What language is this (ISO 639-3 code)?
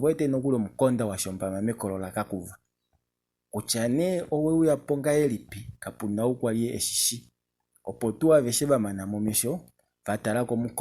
kua